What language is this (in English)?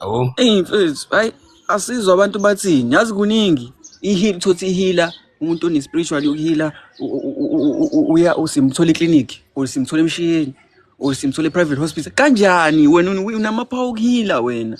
Zulu